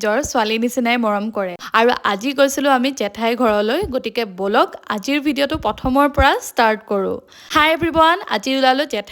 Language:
Assamese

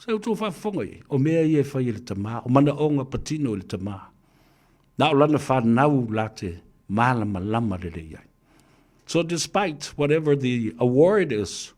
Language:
Samoan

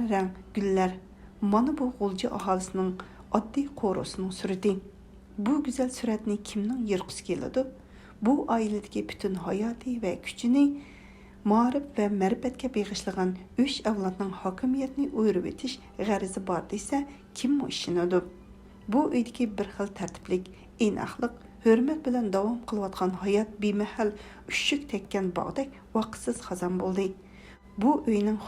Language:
Uyghur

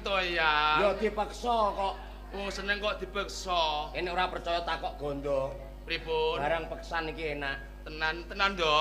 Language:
Javanese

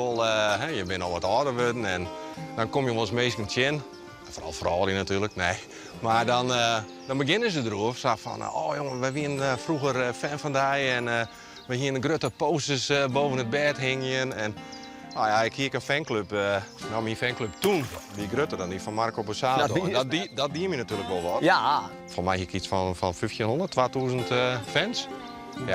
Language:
Western Frisian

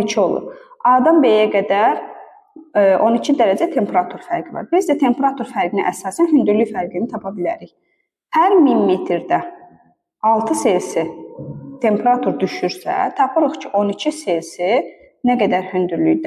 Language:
Azerbaijani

